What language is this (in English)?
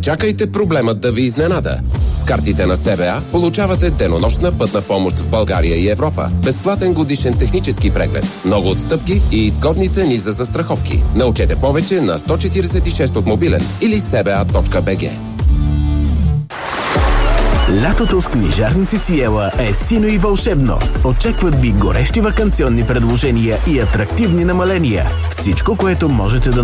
Bulgarian